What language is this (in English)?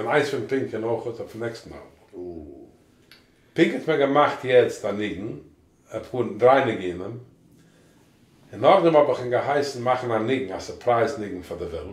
Yiddish